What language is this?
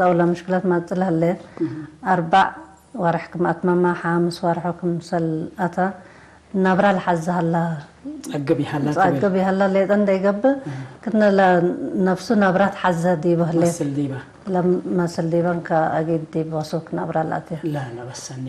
Tigre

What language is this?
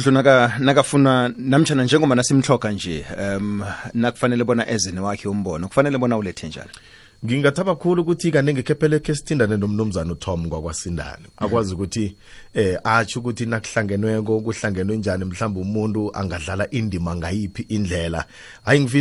South Ndebele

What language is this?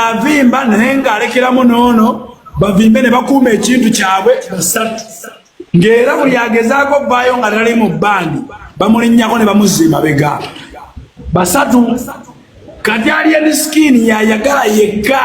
Ganda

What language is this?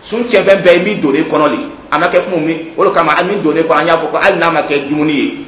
Dyula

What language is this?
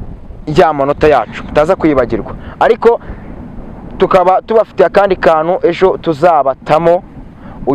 Kinyarwanda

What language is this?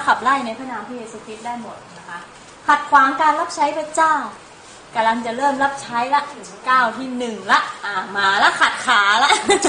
Thai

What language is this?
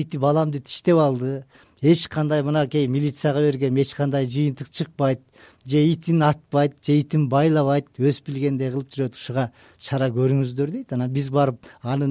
Kyrgyz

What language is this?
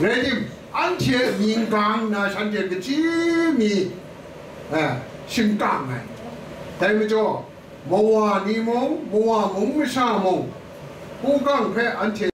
Kachin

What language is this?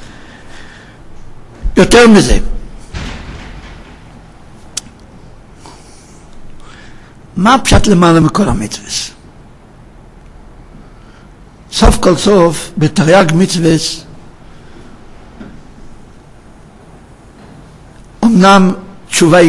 Hebrew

